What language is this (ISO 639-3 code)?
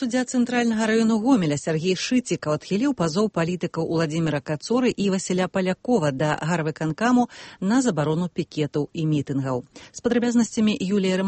bel